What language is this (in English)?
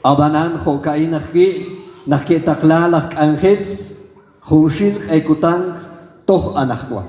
Kekchí